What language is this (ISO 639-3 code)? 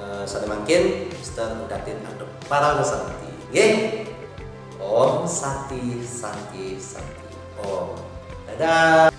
ban